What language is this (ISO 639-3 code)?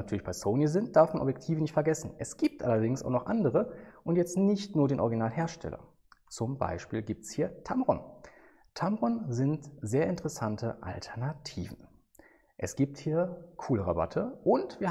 deu